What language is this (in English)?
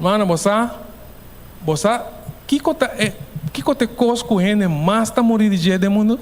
Papiamento